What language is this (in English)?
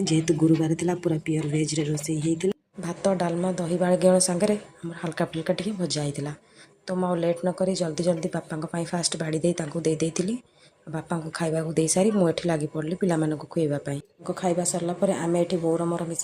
Odia